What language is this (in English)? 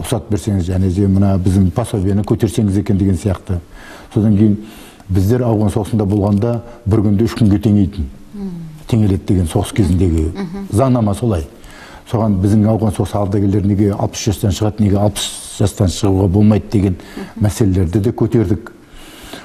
Kazakh